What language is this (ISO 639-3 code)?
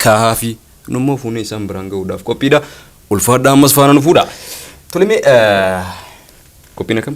orm